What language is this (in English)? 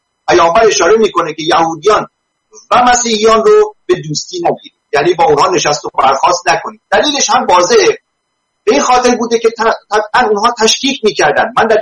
Persian